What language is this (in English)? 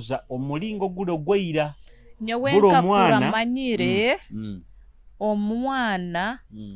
Nyoro